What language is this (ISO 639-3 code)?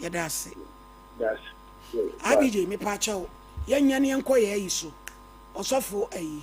aka